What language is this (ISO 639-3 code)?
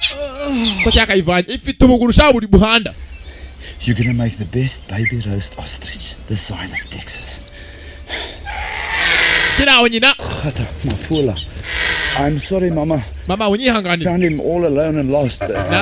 kin